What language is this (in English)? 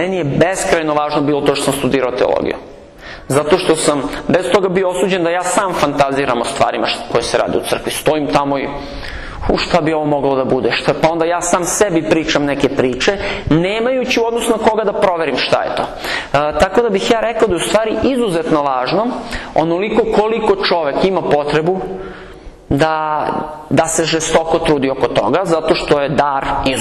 Serbian